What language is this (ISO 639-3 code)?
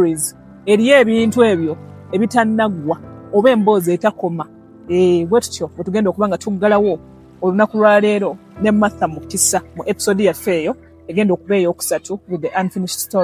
lug